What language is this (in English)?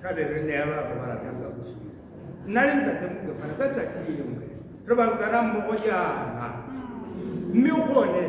Tswana